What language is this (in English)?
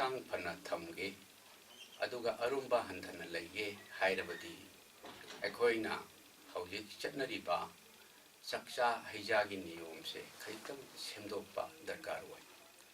Manipuri